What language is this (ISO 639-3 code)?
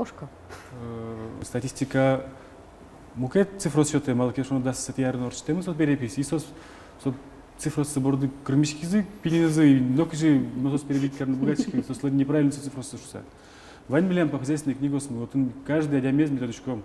udm